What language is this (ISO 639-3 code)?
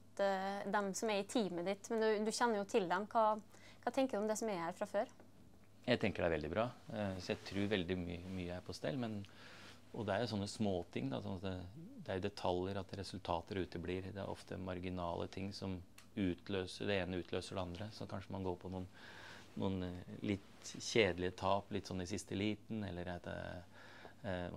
nor